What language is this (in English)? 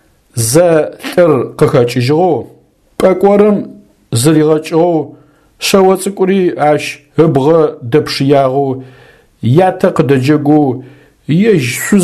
Adyghe